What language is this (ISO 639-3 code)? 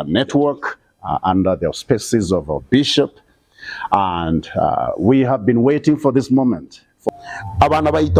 guz